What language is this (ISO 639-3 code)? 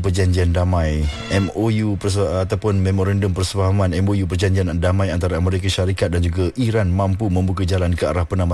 msa